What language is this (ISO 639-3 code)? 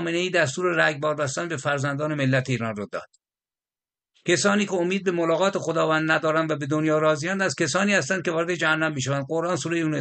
fas